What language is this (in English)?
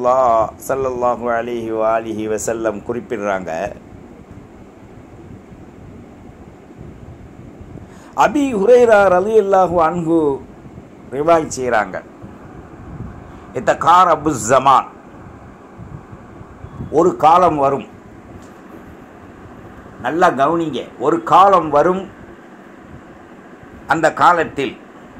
Tamil